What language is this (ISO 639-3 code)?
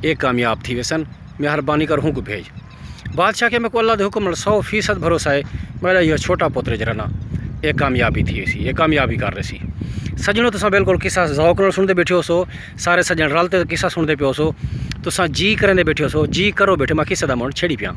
skr